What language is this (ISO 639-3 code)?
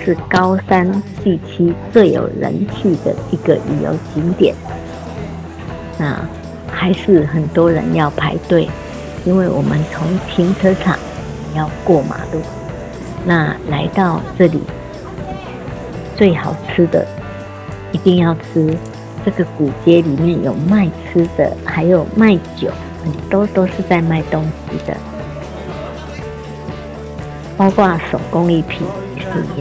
zho